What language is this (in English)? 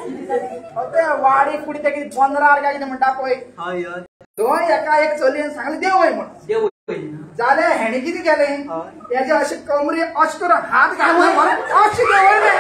Konkani